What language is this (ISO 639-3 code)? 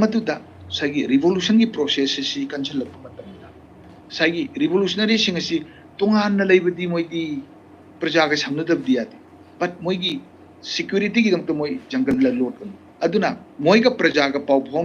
mni